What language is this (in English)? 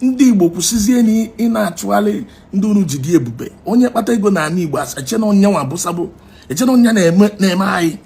Igbo